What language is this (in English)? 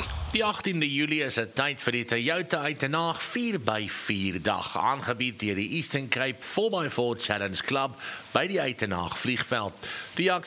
Afrikaans